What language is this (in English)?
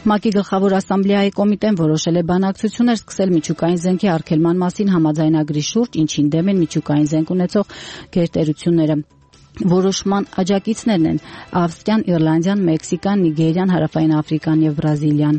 Armenian